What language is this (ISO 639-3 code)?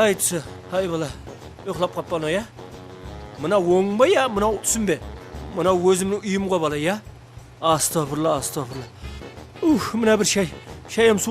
kaa